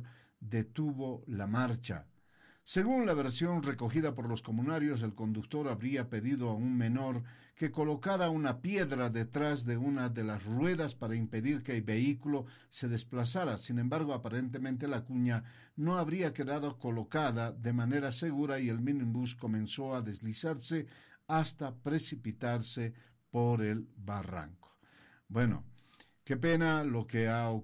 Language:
Spanish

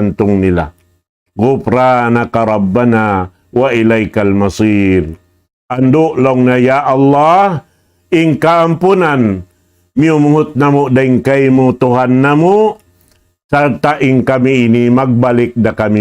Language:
Tausug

